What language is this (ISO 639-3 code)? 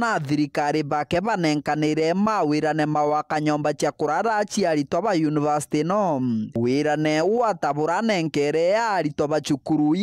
mer